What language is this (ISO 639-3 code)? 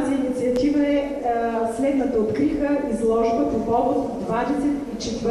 bul